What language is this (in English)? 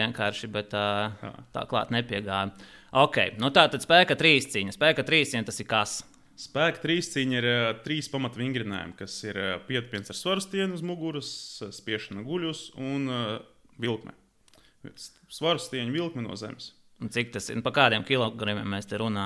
Latvian